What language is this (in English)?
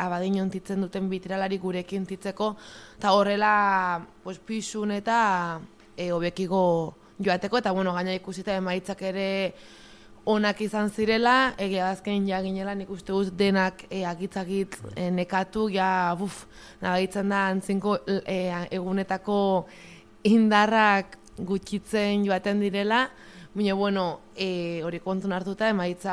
Basque